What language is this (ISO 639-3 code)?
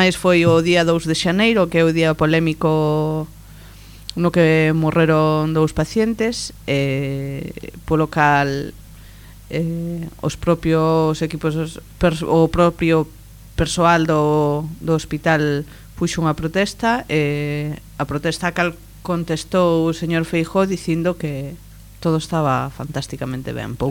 glg